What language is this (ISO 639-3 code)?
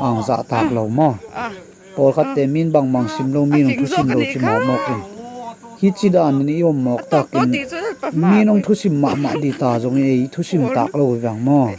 ctd